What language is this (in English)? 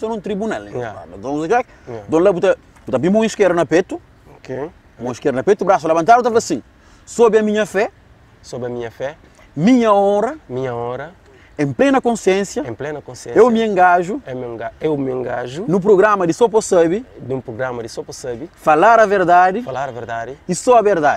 Kabuverdianu